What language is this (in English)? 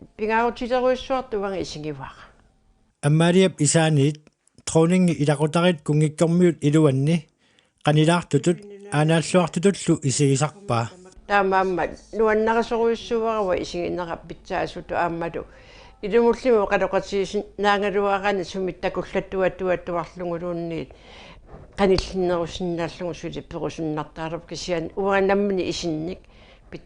Kalaallisut